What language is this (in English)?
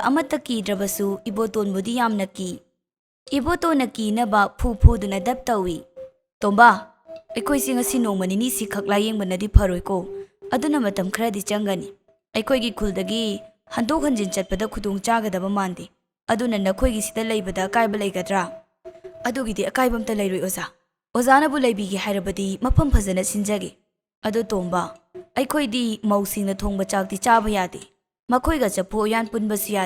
Manipuri